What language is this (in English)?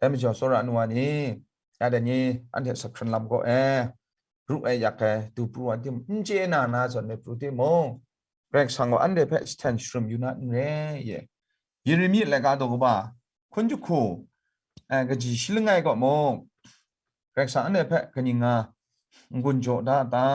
Kachin